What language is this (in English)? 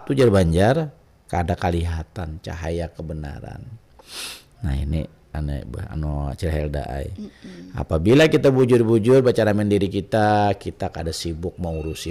Banjar